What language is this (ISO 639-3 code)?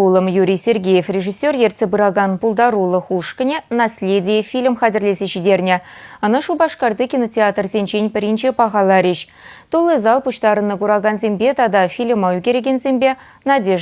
chv